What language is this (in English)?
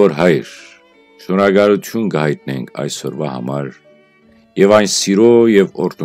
Western Armenian